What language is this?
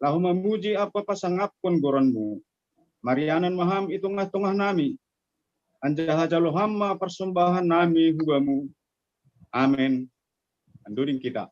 Batak Simalungun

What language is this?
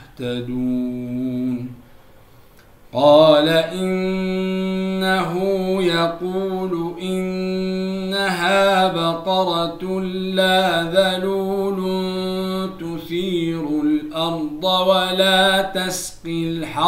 Arabic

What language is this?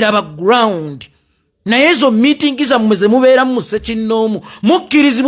Ganda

